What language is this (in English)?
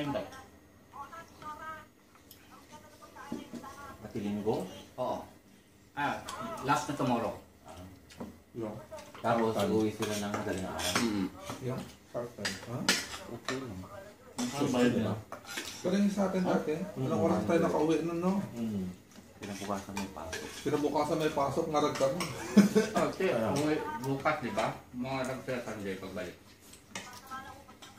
Filipino